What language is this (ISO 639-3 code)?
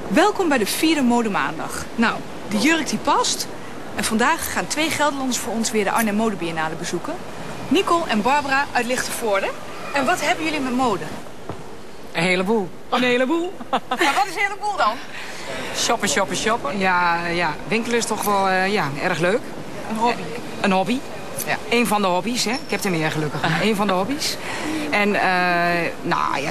nld